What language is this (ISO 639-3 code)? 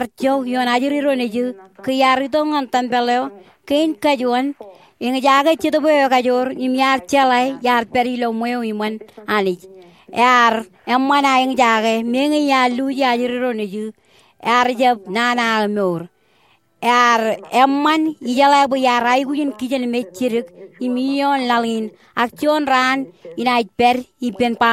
mah